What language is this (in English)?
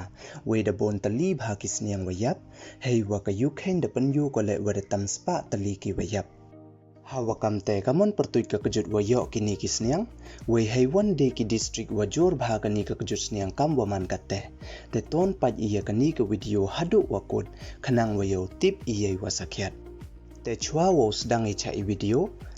Pnar